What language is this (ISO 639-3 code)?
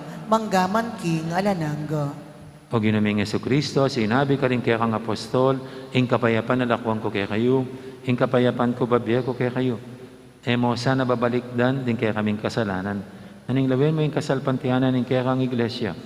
pam